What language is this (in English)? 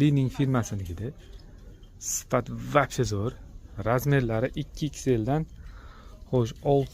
Uzbek